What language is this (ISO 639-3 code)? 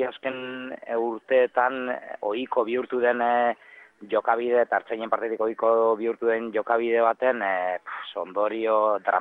eus